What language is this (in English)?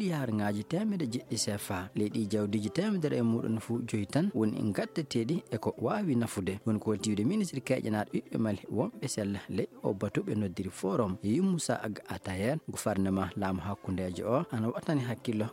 Fula